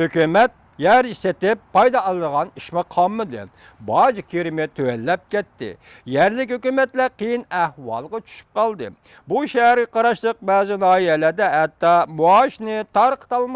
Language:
Uyghur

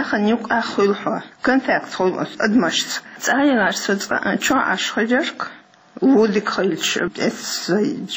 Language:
Chechen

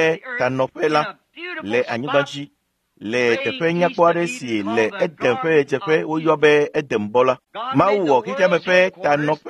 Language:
Ewe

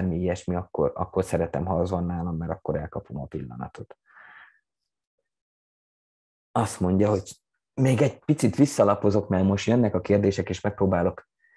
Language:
Hungarian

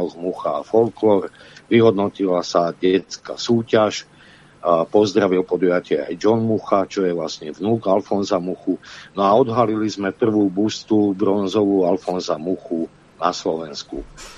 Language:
Slovak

